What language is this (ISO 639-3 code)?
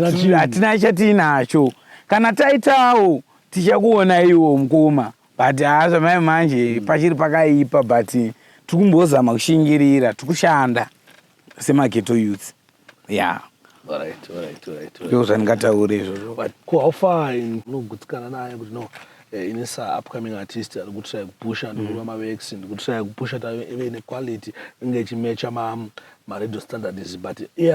sna